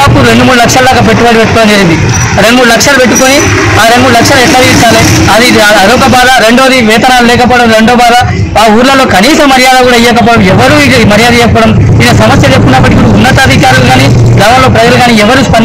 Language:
Telugu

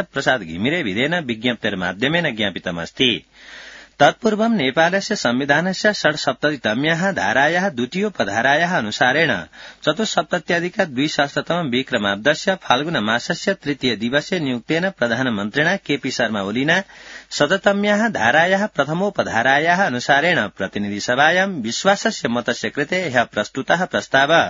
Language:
Sanskrit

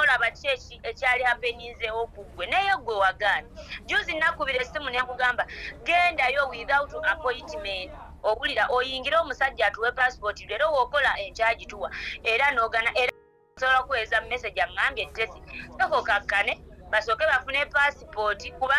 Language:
Ganda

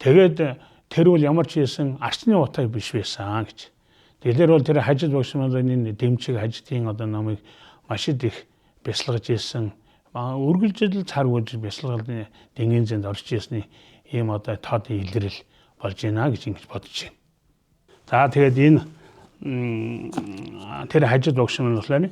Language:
Mongolian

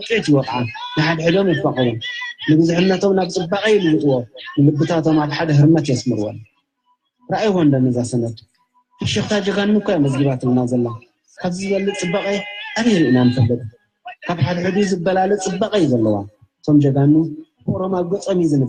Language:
Tigrinya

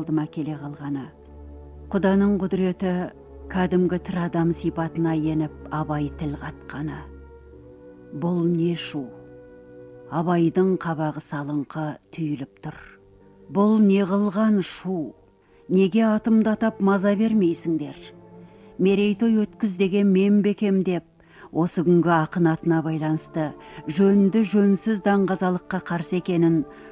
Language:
Kazakh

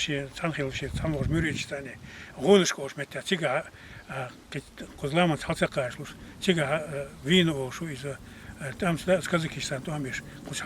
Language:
Chechen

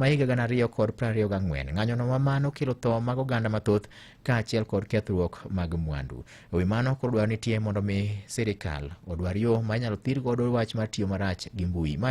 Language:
Luo (Kenya and Tanzania)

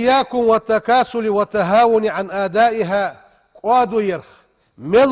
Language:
Ingush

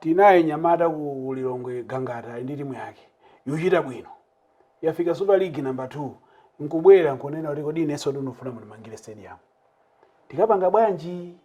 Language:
Nyanja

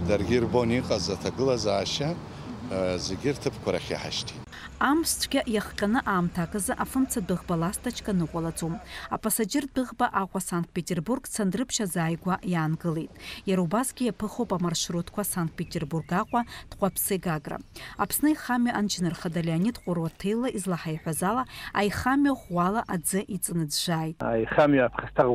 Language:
Abkhazian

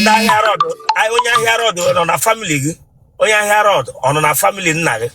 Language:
Igbo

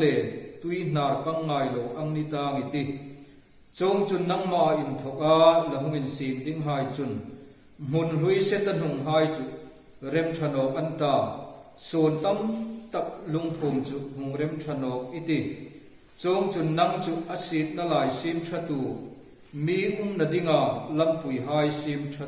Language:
Hmar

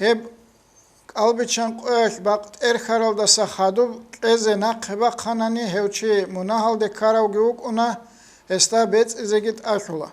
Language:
Avaric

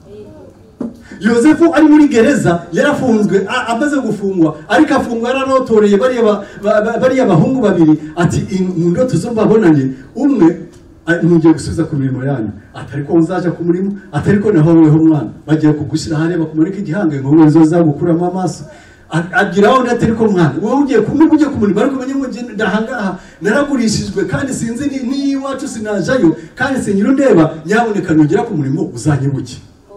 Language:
Kinyarwanda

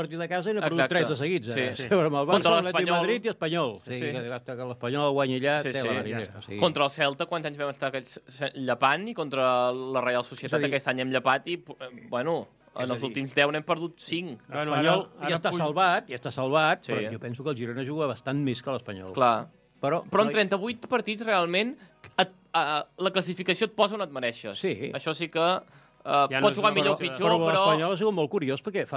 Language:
Catalan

